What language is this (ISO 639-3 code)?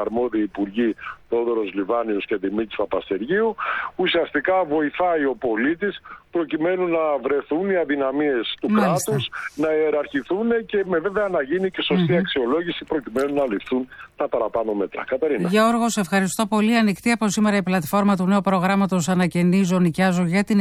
ell